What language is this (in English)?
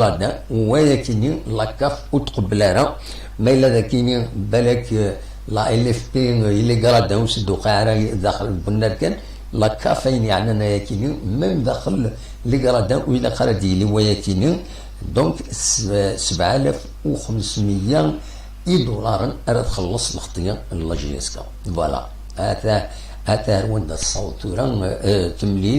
Kabyle